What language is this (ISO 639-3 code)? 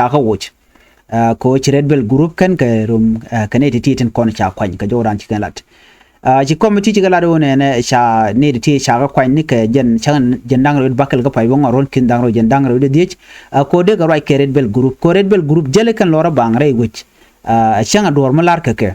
nus